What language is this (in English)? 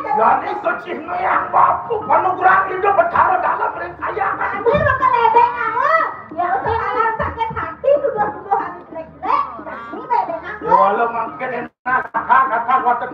Balinese